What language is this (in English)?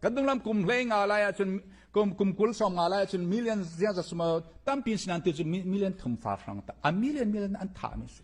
Falam Chin